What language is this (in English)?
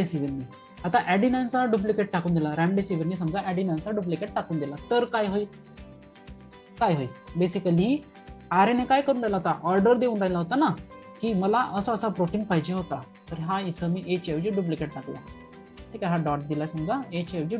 Marathi